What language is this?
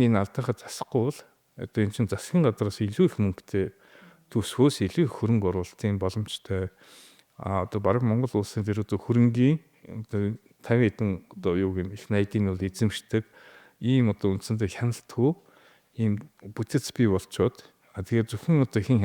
Mongolian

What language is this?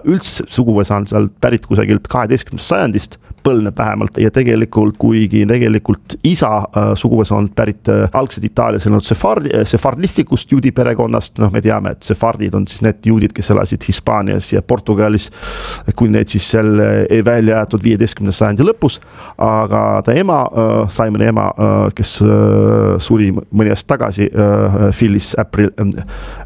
Estonian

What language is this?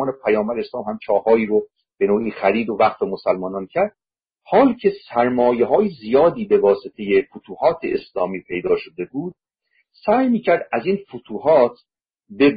Persian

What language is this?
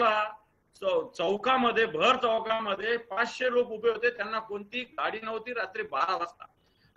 Marathi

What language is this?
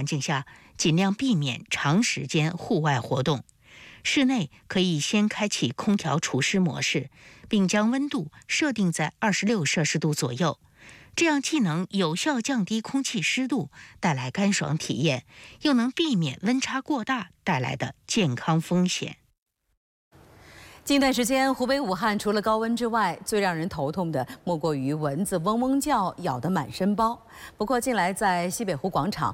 Chinese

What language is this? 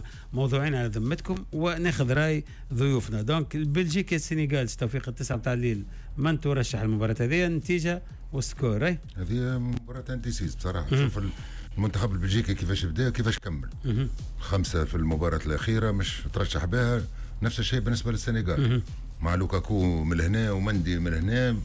Tunisian Arabic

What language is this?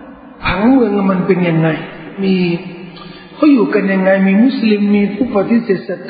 Thai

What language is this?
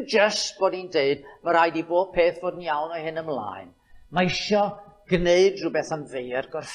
Welsh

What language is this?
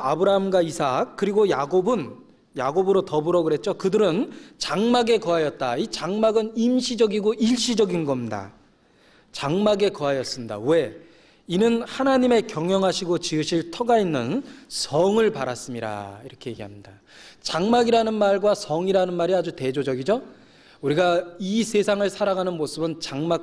Korean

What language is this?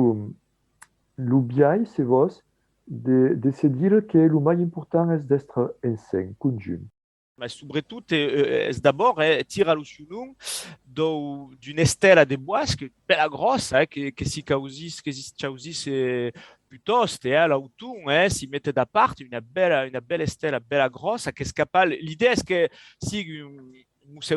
Occitan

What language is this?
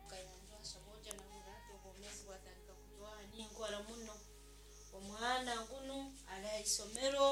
Nyankole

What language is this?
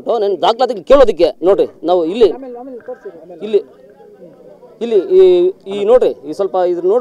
Kannada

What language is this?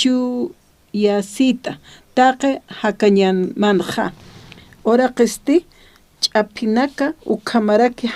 Aymara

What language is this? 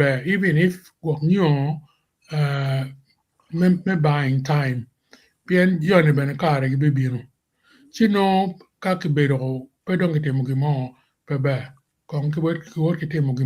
Acoli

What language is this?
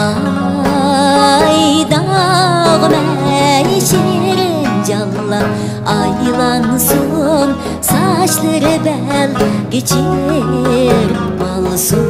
Uyghur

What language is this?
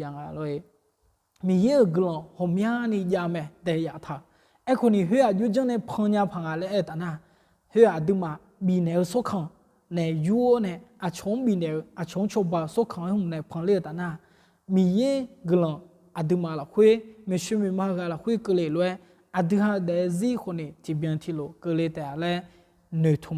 Akha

